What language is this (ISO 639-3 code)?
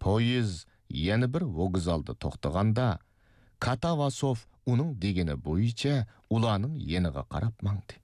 uig